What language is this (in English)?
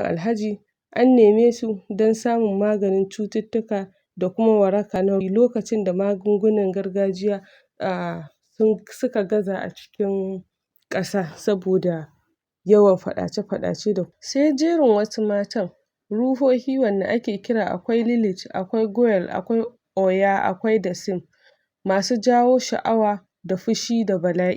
Hausa